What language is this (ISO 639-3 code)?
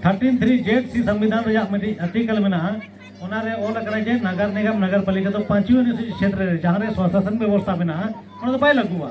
sat